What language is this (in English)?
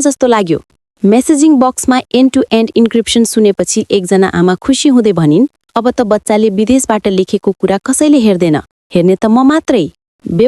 Nepali